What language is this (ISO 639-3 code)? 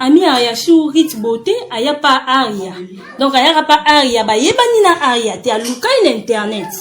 lin